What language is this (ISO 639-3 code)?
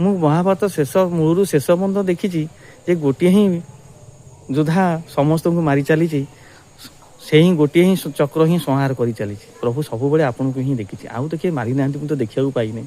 ori